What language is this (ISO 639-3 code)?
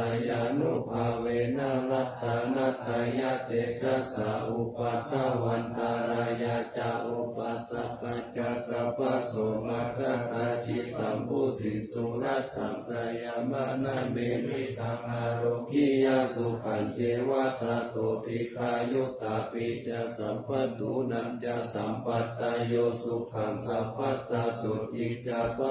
pli